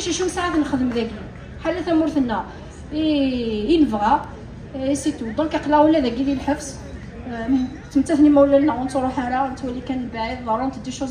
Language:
Kabyle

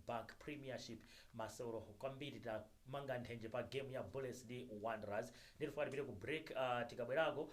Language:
Nyanja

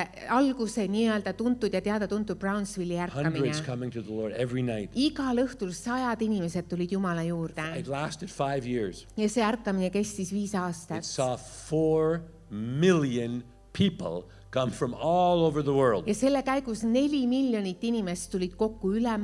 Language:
Estonian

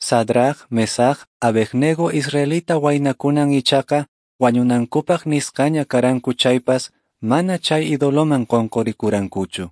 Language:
Quechua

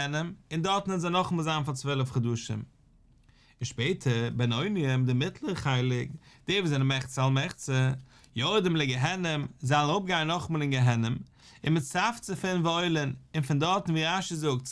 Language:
Yiddish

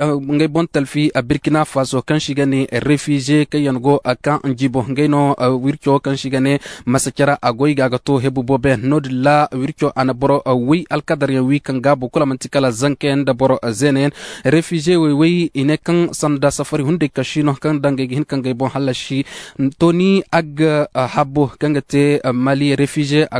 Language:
Zarma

